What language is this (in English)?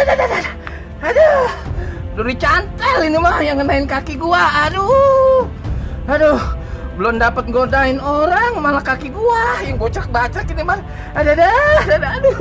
Betawi